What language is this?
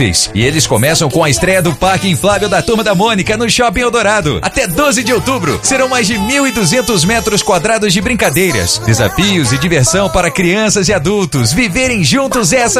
Portuguese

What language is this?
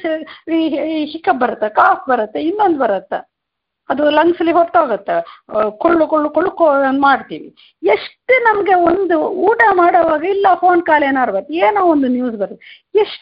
Kannada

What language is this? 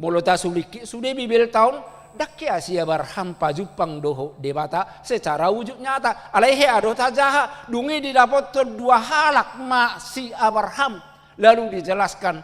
Batak Toba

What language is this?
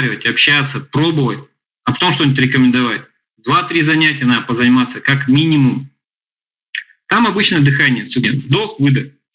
Russian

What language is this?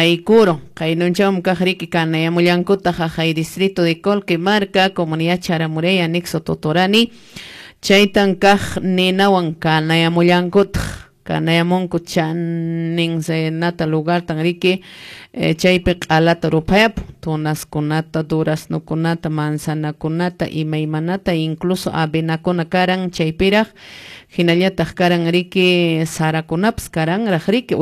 Quechua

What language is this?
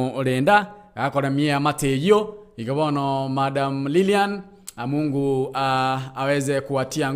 Gusii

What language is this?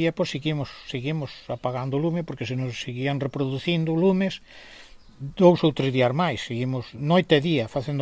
Galician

